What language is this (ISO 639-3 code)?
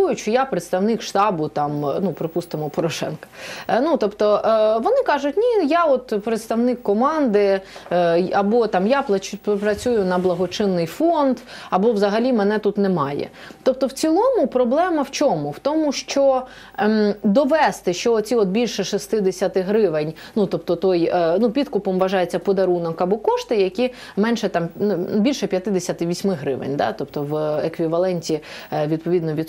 ukr